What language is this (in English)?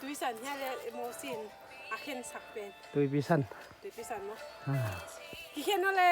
Paite Chin